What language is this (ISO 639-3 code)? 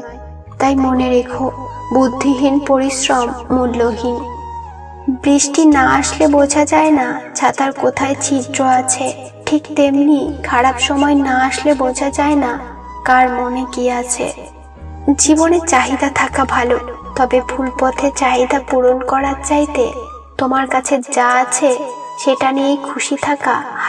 ben